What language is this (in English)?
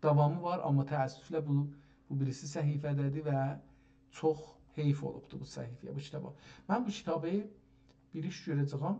South Azerbaijani